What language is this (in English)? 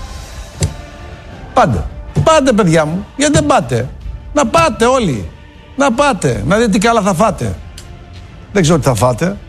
Greek